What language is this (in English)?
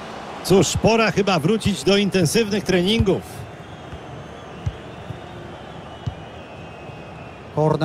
Polish